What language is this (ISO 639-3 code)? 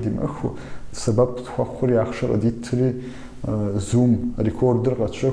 kbd